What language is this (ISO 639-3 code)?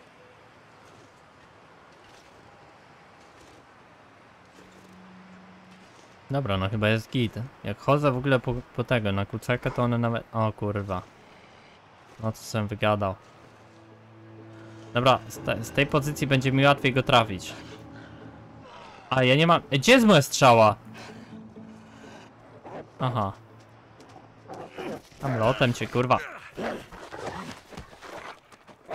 pol